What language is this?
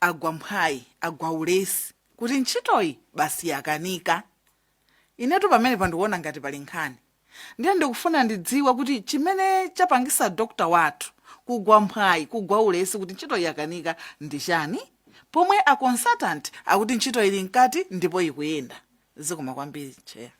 Nyanja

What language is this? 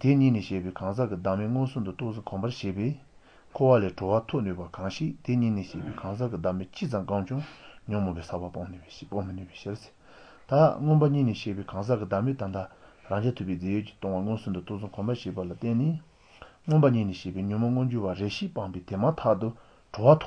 Malagasy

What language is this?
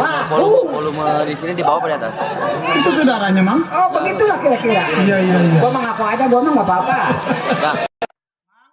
Betawi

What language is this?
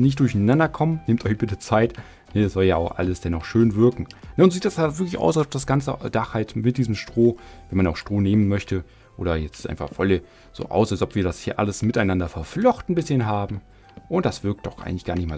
German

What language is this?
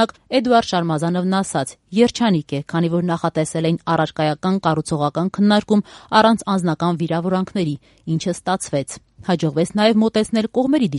Armenian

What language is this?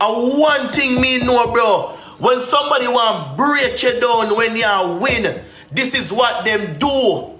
Jamaican Creole English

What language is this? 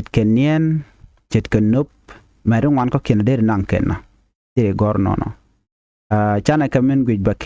Nuer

